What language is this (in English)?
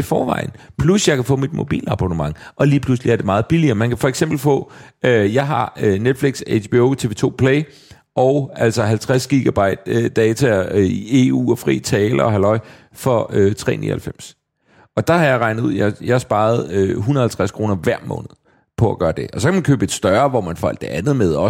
Danish